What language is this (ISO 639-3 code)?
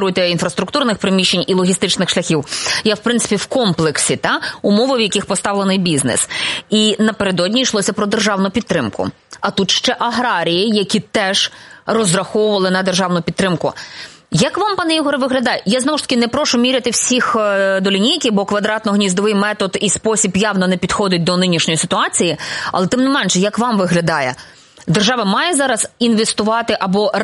ukr